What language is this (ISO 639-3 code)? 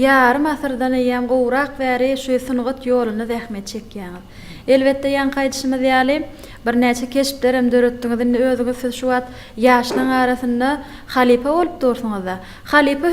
tuk